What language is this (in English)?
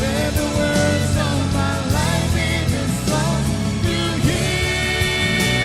Gilbertese